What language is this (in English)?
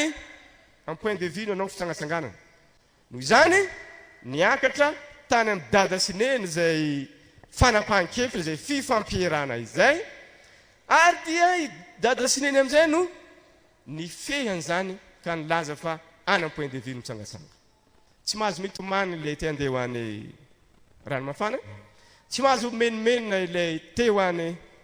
Malagasy